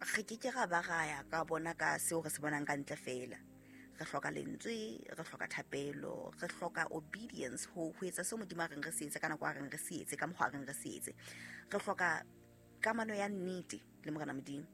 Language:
Southern Sotho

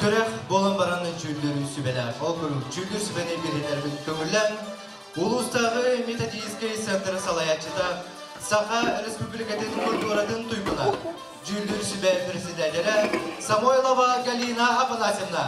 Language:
Yakut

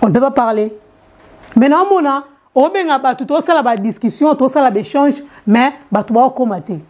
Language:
Lingala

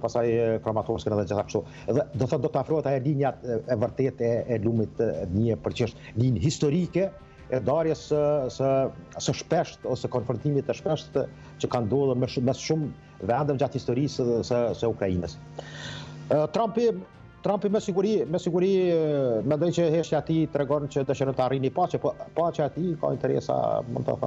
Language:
Albanian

